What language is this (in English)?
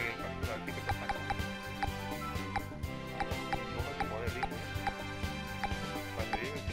Spanish